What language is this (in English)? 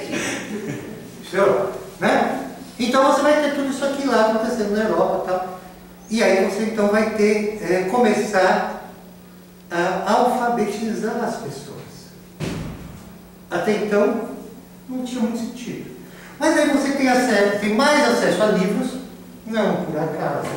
Portuguese